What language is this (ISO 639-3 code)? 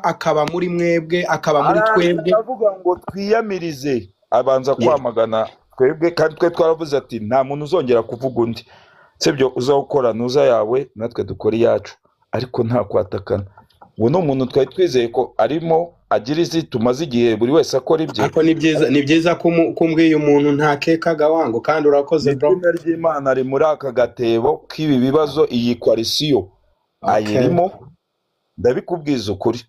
kin